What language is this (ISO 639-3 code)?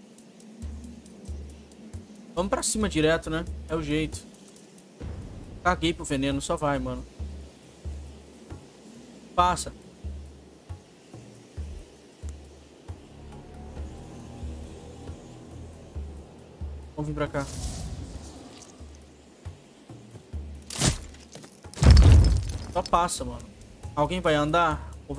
por